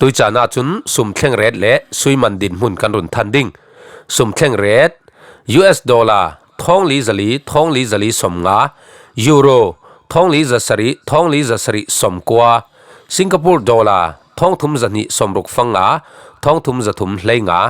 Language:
Falam Chin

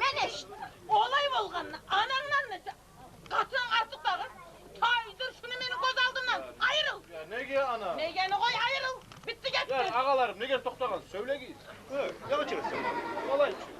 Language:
Kumyk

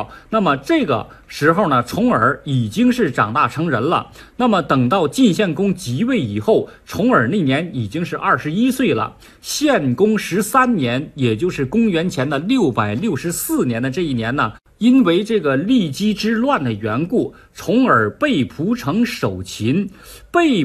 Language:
Chinese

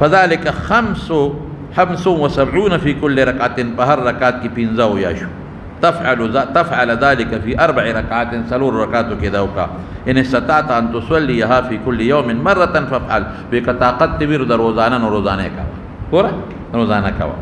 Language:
Pashto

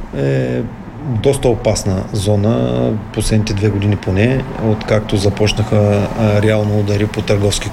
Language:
Bulgarian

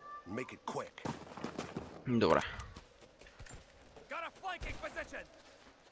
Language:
Bulgarian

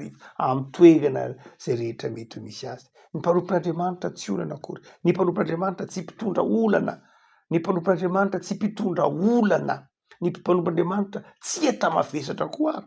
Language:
Malagasy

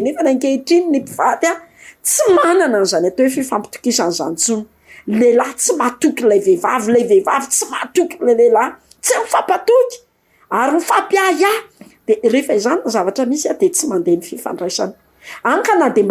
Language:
Malagasy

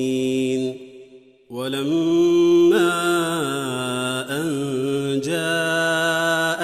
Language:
Arabic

